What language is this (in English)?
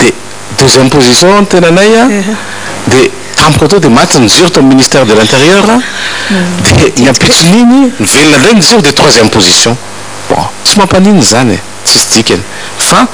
Malagasy